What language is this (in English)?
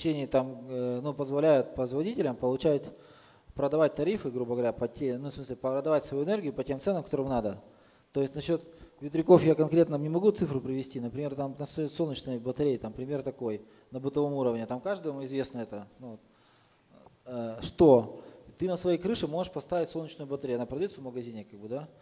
Russian